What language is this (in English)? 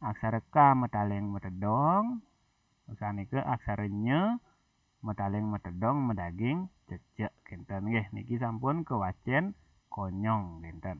Balinese